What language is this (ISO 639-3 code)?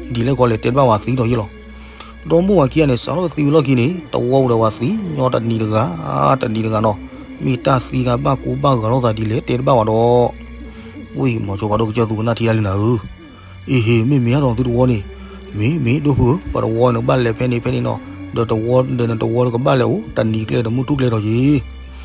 ksw